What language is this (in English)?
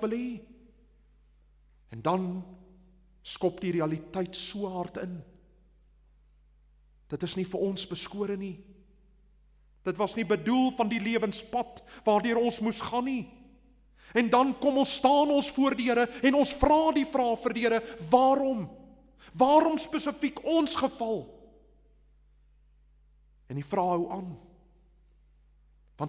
Afrikaans